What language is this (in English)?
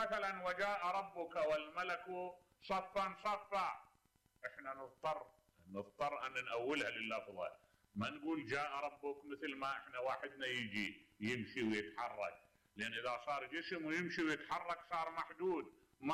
Mesopotamian Arabic